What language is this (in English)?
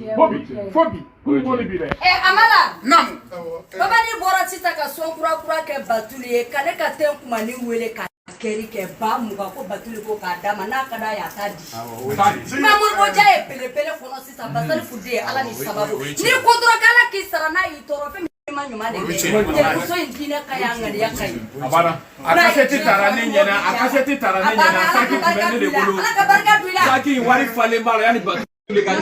Bambara